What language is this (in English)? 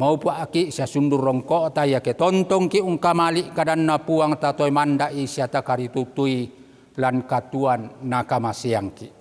Toraja-Sa'dan